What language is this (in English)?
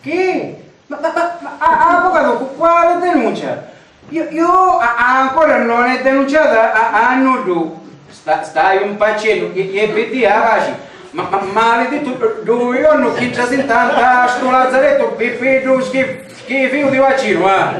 Sicilian